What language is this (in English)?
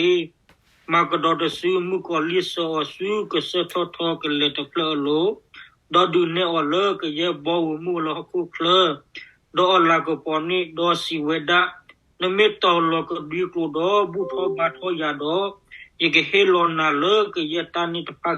S'gaw Karen